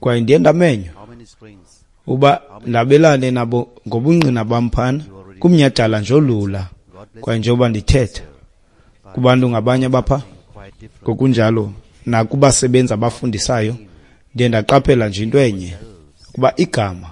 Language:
Xhosa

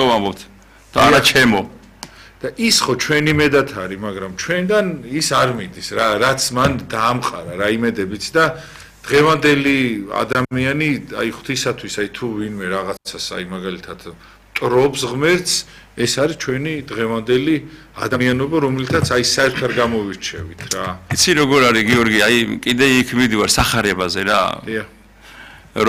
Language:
Georgian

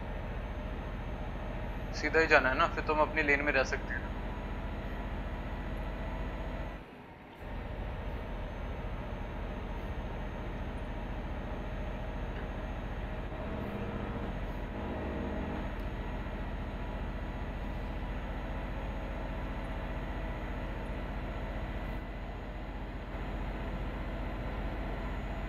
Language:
Hindi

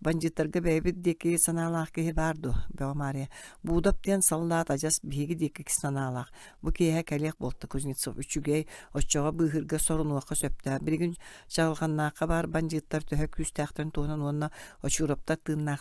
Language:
Yakut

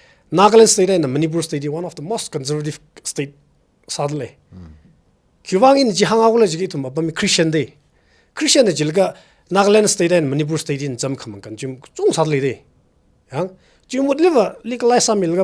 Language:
Tangkhul Naga (India)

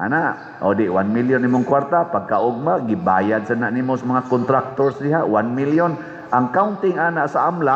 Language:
Cebuano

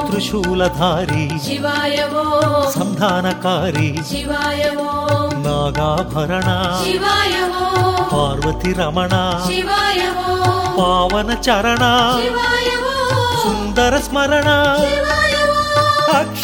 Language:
Telugu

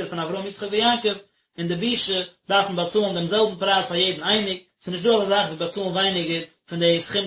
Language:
Yiddish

